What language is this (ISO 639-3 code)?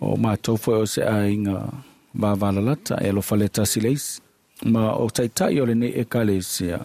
smo